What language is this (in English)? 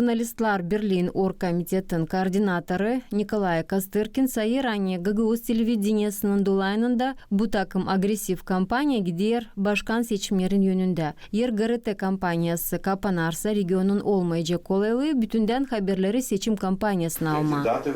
Gagauz